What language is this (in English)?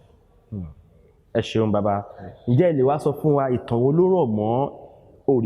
Yoruba